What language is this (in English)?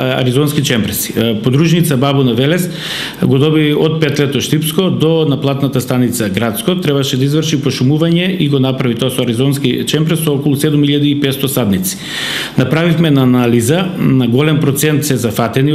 Macedonian